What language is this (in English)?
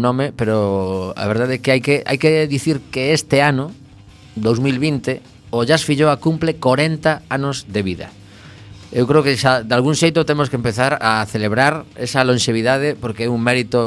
Galician